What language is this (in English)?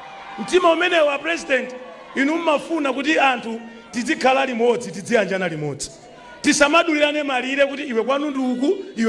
Nyanja